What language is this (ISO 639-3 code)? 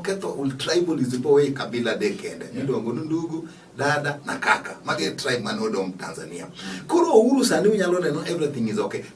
luo